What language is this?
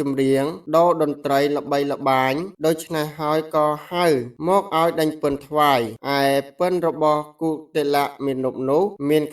Khmer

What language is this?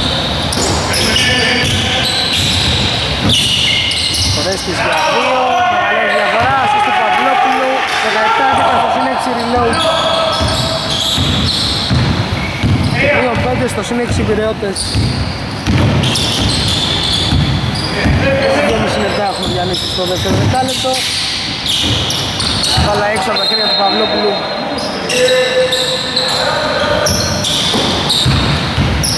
Greek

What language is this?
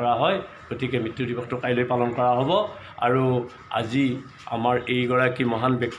Assamese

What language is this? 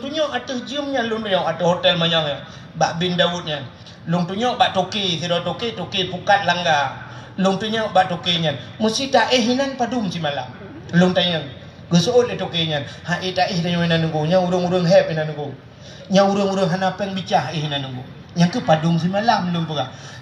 Achinese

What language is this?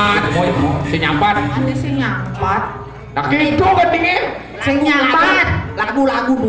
Balinese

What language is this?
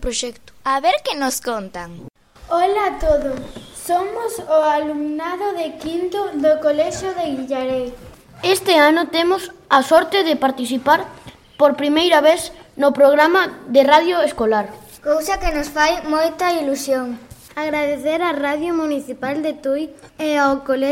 Galician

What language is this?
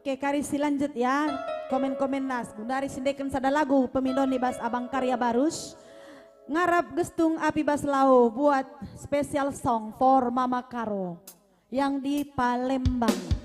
Batak Karo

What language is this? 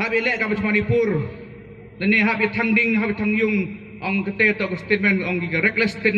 Pnar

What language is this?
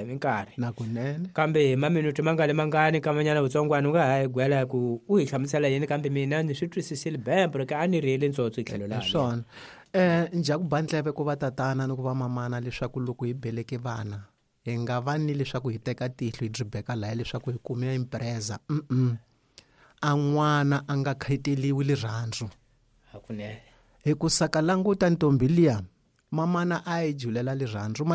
Tsonga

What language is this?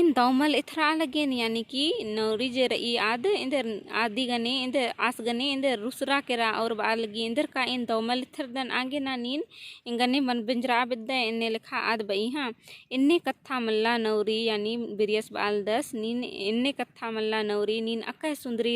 Kurukh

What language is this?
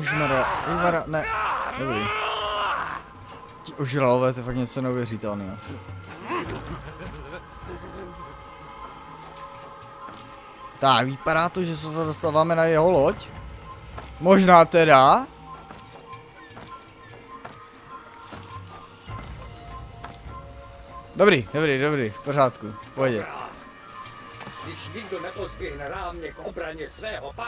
Czech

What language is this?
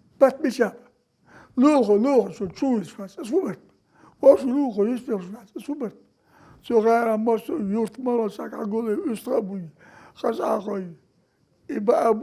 Chechen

